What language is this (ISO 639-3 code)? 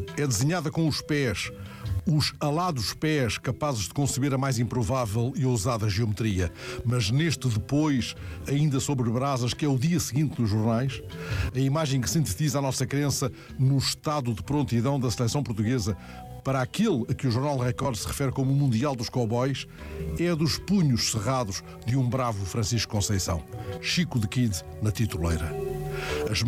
por